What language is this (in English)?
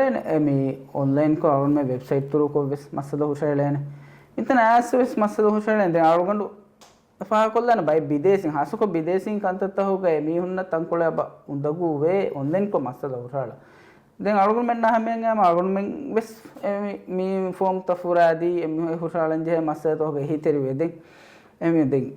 Divehi